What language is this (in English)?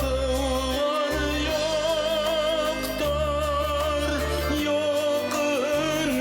Bashkir